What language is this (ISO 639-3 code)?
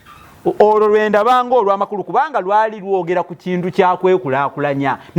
lug